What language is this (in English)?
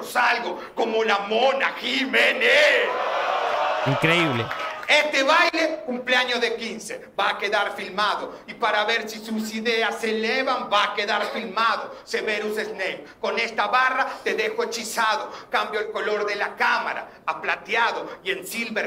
Spanish